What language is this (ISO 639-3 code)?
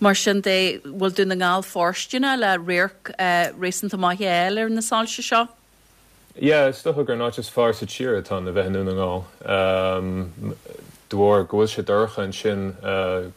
gle